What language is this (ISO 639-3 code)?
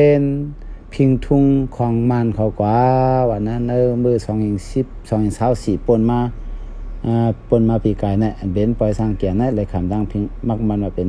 shn